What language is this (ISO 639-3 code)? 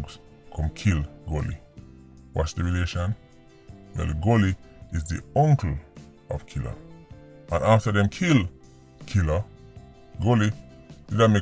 jam